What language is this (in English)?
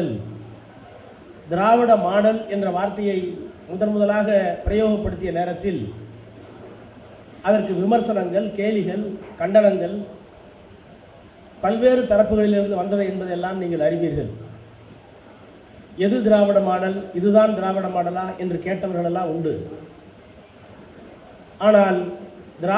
Tamil